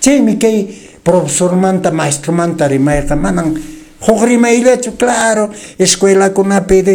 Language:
Quechua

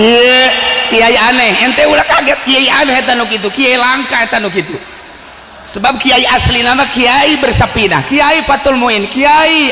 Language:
Sundanese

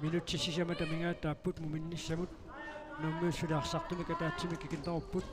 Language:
Kalaallisut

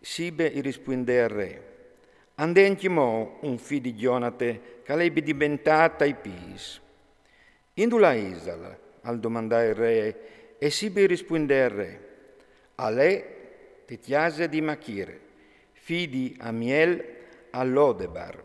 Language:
Friulian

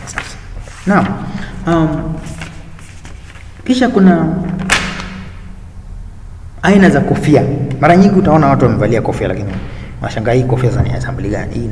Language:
Swahili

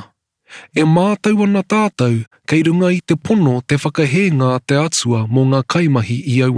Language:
Māori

